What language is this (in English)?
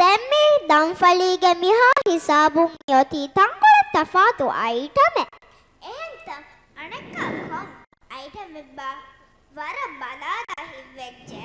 Divehi